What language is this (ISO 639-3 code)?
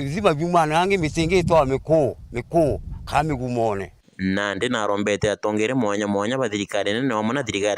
mer